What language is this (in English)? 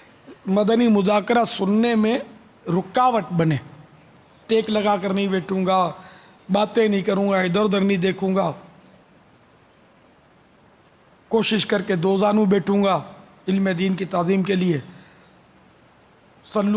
Urdu